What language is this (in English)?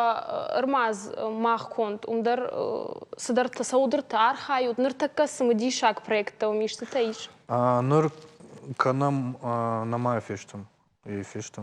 Ossetic